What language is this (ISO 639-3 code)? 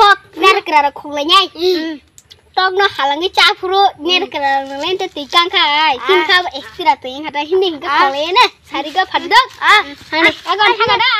trp